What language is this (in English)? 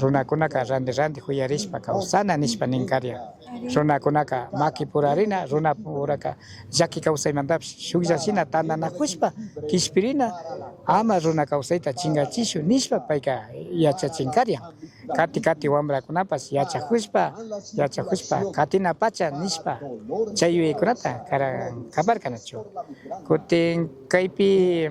Chimborazo Highland Quichua